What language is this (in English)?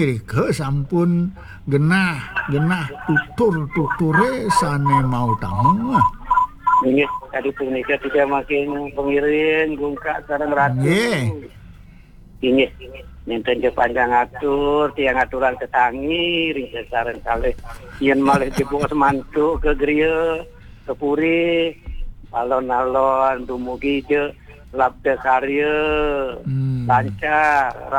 Balinese